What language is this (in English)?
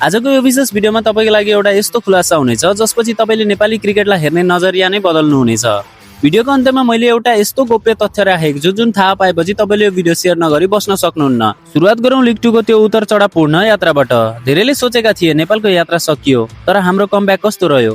Nepali